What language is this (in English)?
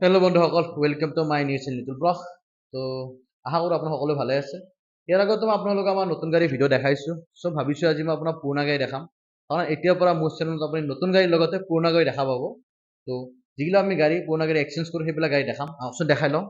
Assamese